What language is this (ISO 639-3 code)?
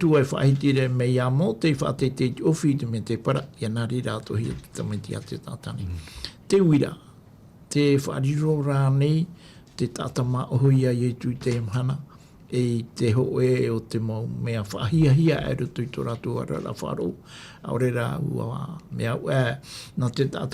tah